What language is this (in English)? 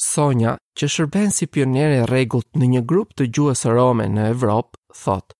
Albanian